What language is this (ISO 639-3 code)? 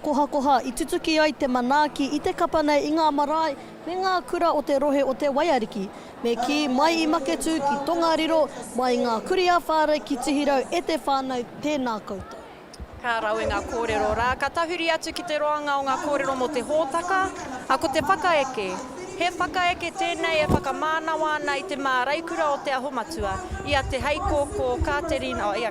mri